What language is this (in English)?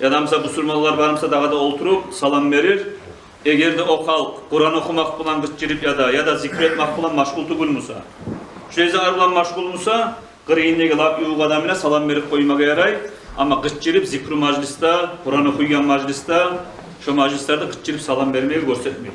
Kumyk